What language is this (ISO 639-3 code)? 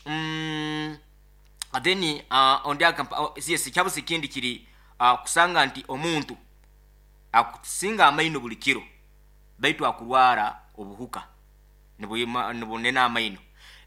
nyo